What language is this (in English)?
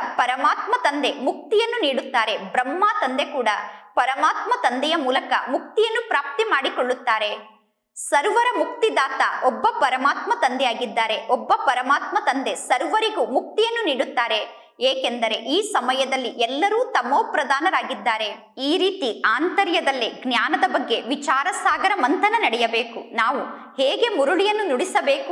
Kannada